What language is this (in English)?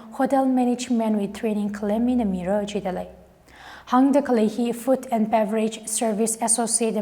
Tangkhul Naga (India)